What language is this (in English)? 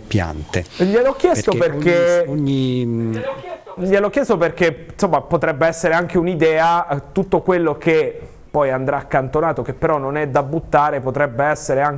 Italian